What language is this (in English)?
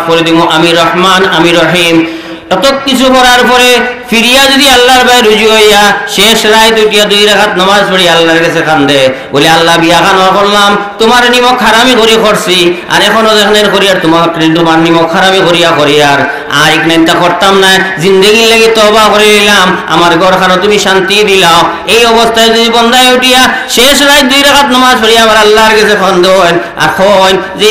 Sylheti